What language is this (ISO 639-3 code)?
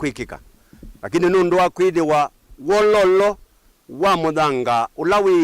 kam